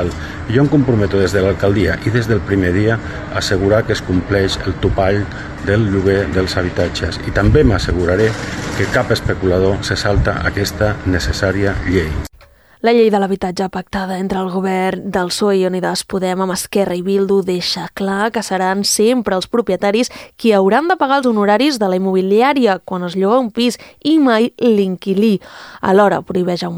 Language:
Catalan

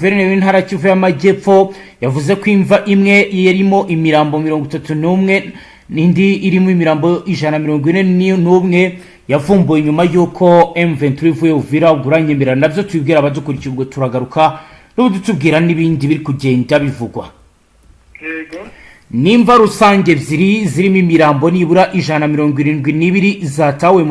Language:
Kinyarwanda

